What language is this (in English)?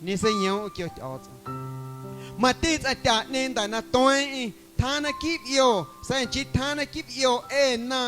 Guerrero Amuzgo